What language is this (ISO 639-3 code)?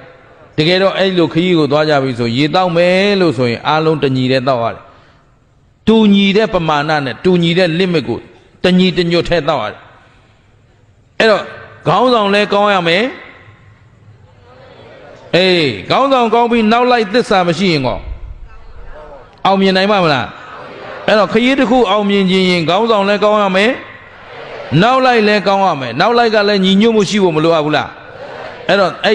mya